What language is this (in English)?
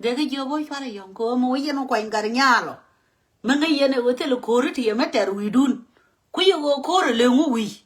Nuer